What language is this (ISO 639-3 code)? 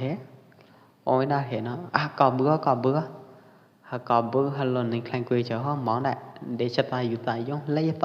kjp